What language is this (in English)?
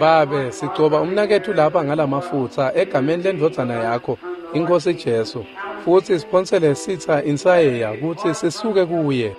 Swati